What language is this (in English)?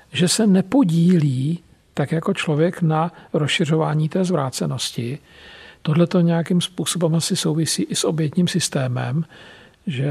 Czech